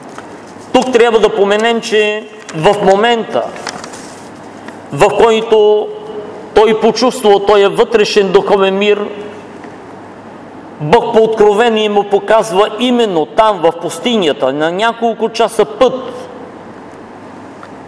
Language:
Bulgarian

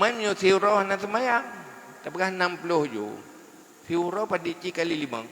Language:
Achinese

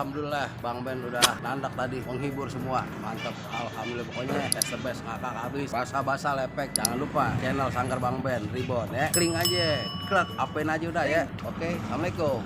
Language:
Betawi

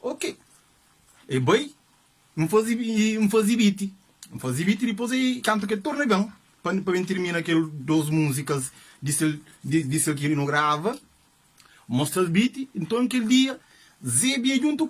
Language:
Kabuverdianu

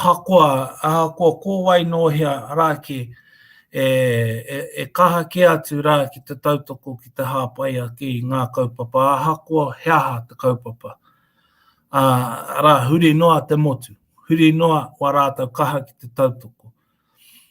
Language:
Māori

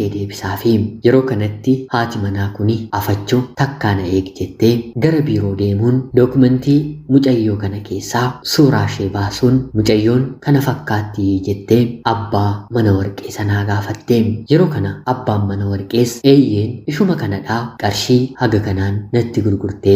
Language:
Oromo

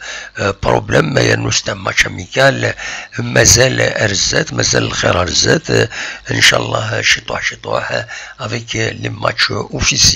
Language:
Kabyle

